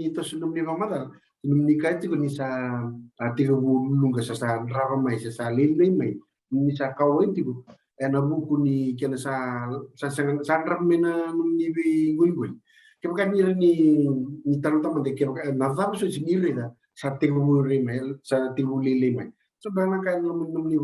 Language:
Fijian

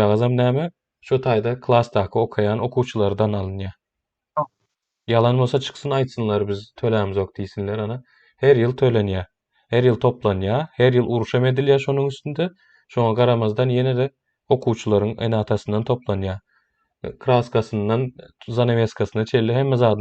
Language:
Turkmen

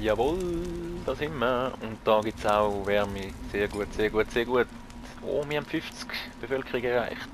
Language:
Swiss German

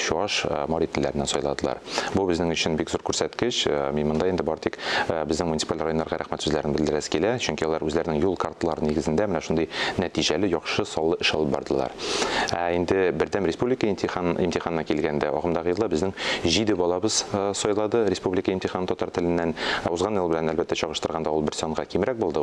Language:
Tatar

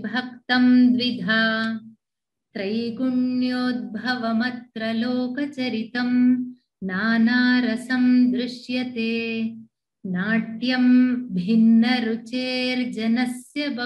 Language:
Sanskrit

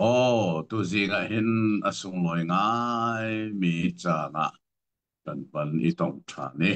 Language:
Hakha Chin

